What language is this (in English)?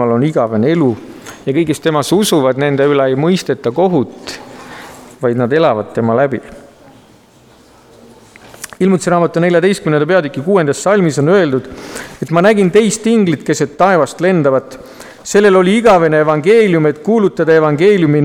Estonian